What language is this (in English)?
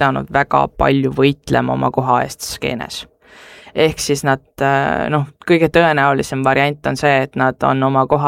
Estonian